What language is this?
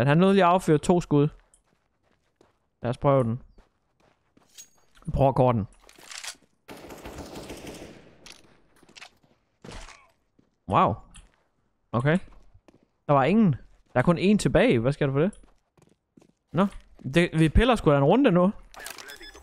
Danish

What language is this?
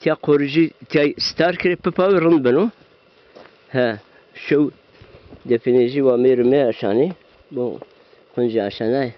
Zaza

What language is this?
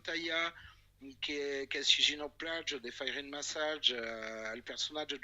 Occitan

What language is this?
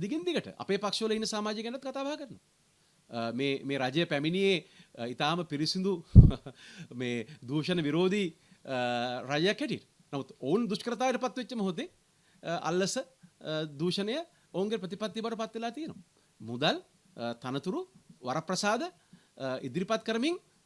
Sinhala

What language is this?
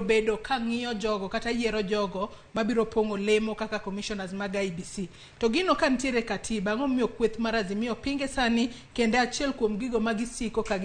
Luo (Kenya and Tanzania)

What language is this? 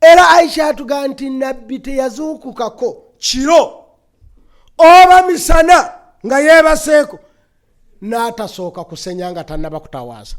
Ganda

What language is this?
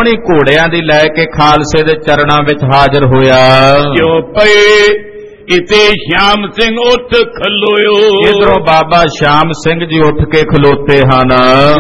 Punjabi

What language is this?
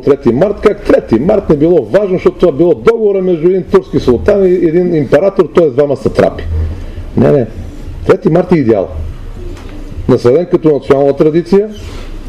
Bulgarian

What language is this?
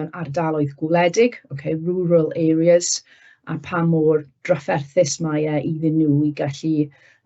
Welsh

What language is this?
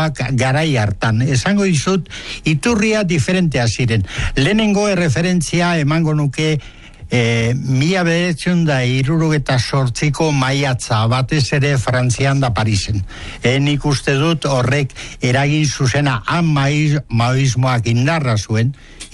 Basque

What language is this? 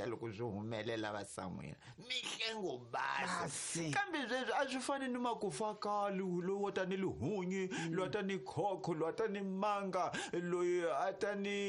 Tsonga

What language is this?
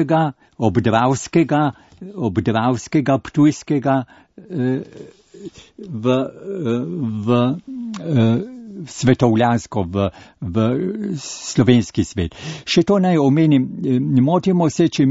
Slovenian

